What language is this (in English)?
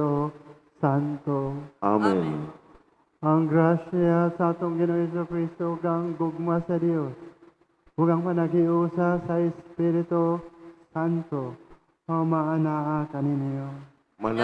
Cebuano